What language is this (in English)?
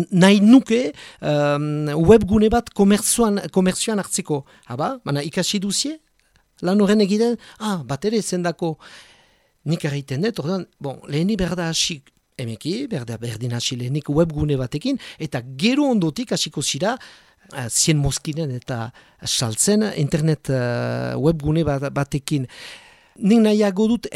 Basque